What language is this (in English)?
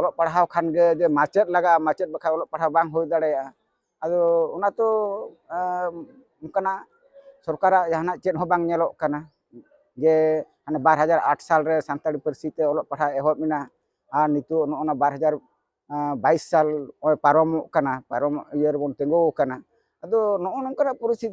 Santali